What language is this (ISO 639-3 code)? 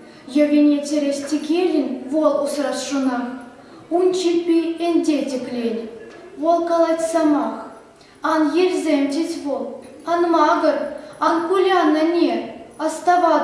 chv